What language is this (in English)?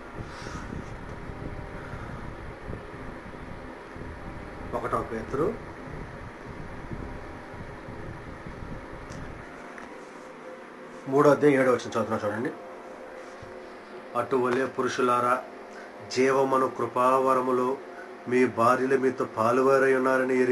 Telugu